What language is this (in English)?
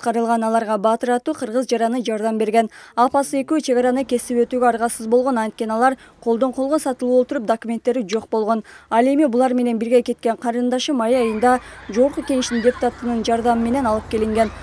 Kyrgyz